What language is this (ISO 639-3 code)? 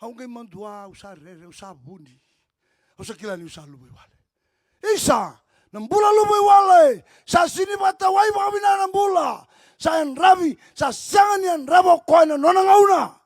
fij